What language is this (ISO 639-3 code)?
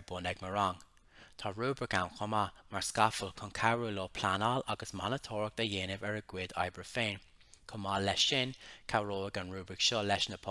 gle